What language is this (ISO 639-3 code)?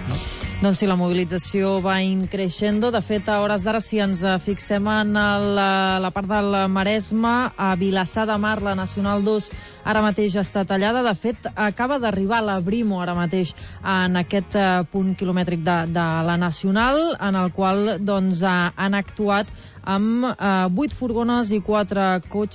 cat